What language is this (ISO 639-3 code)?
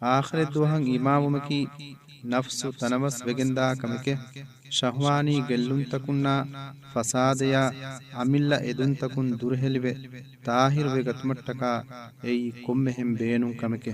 div